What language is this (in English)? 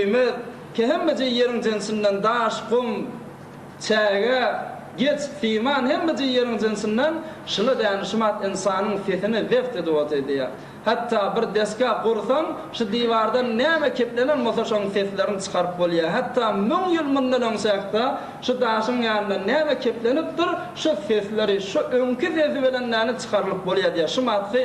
Turkmen